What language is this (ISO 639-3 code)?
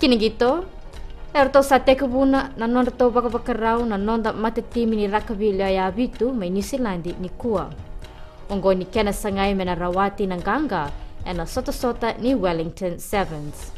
fij